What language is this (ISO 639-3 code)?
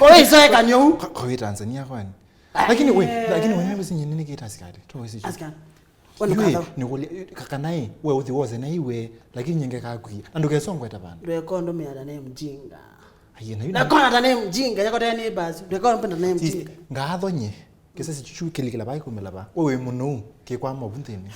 kam